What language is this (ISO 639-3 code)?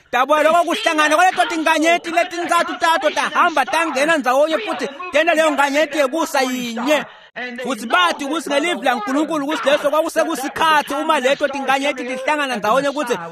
ssw